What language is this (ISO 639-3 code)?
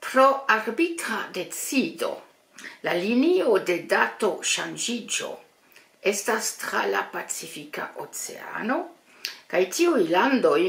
epo